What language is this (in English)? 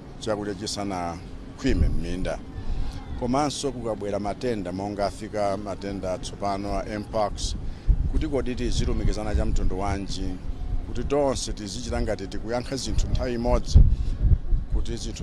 Nyanja